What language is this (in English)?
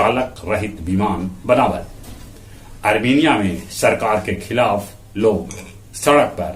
Magahi